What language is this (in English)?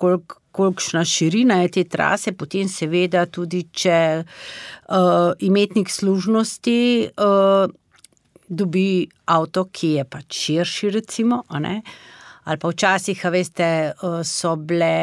Slovenian